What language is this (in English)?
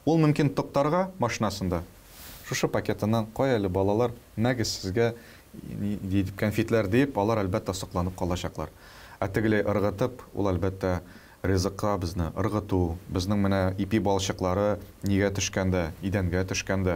Tatar